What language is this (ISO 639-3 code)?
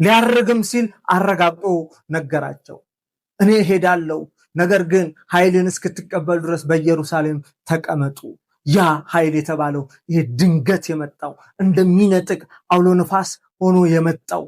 amh